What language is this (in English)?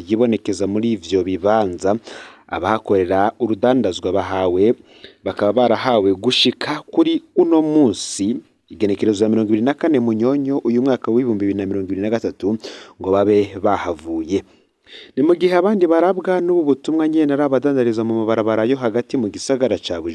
Rundi